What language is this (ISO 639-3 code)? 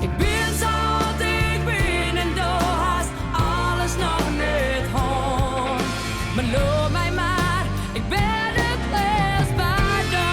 fry